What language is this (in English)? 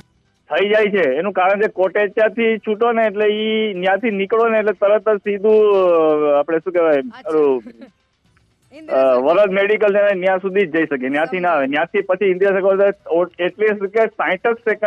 Gujarati